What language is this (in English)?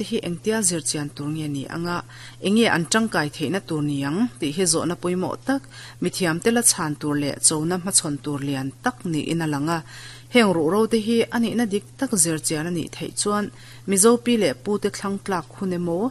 Mizo